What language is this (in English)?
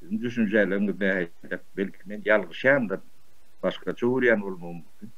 Turkmen